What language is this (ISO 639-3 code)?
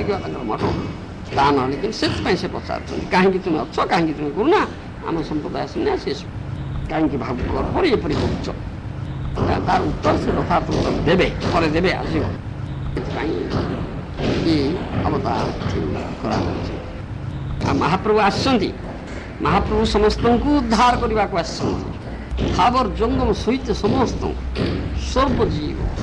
ori